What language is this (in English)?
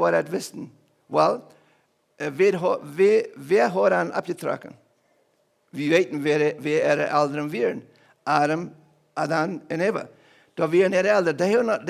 Plautdietsch